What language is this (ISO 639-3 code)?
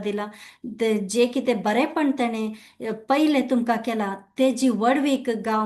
kok